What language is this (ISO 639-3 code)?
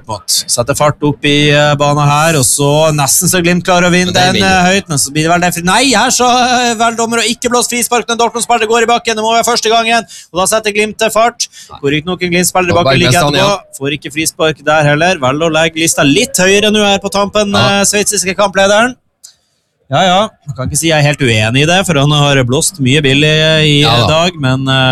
nor